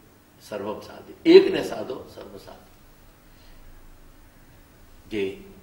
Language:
Gujarati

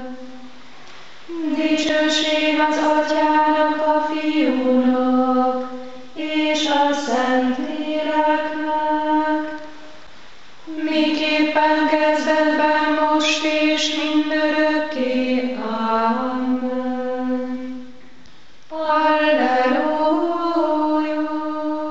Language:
Hungarian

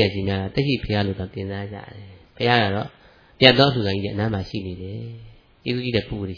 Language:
Burmese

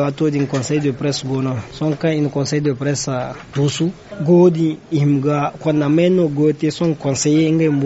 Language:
Zarma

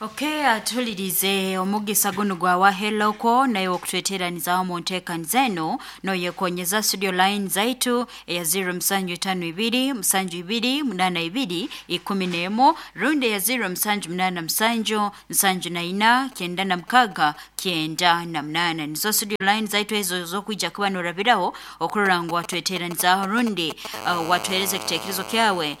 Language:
Nyoro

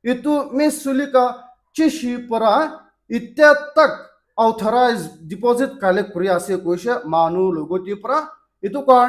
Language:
Naga Pidgin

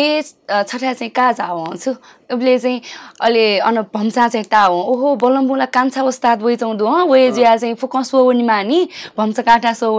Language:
Newari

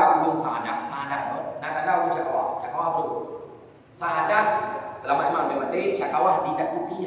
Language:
Achinese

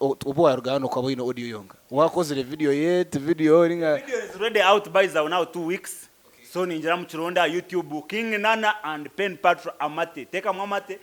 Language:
Nyankole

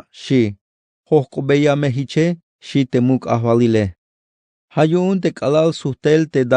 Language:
Tzeltal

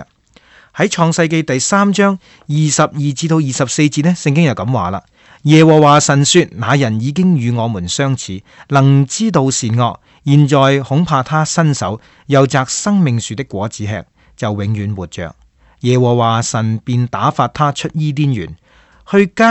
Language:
Cantonese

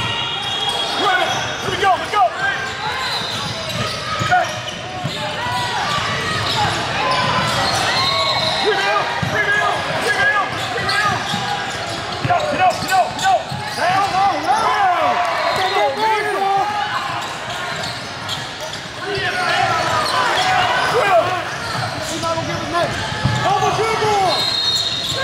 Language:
English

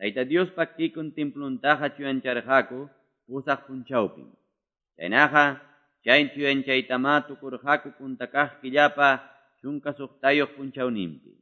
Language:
Quechua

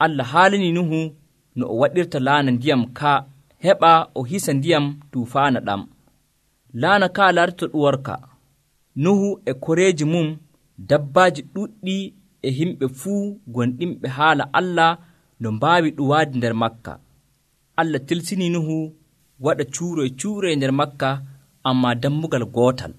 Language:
Nigerian Fulfulde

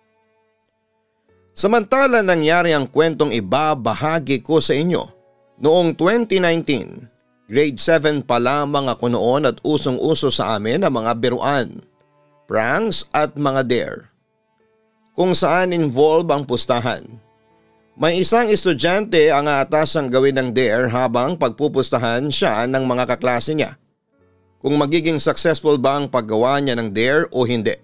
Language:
Filipino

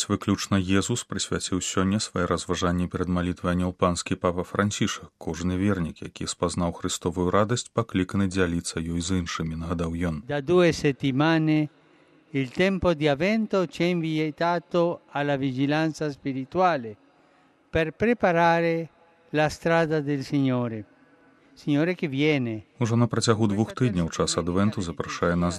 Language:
Belarusian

